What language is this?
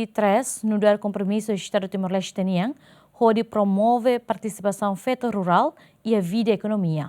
Tetum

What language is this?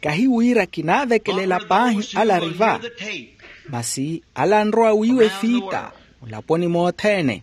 Makhuwa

